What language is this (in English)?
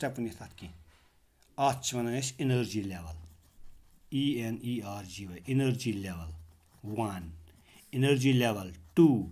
Kashmiri